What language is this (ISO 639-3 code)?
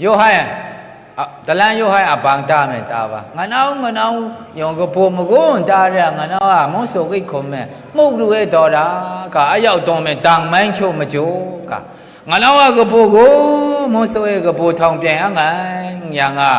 mhx